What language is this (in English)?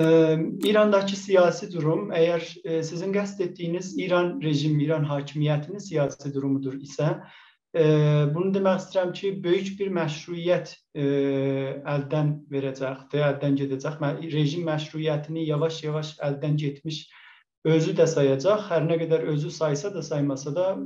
South Azerbaijani